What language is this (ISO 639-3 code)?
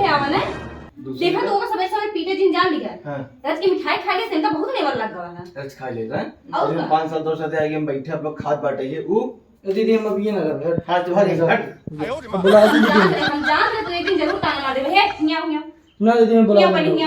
awa